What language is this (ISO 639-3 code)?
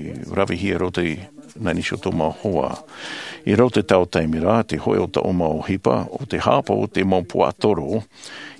tah